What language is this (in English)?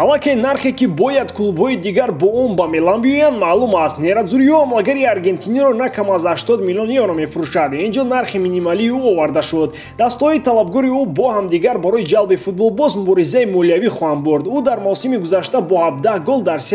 Tajik